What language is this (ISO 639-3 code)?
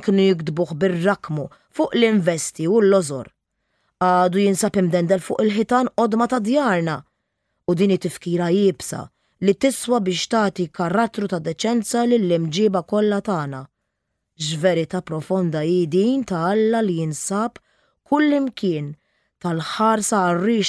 mlt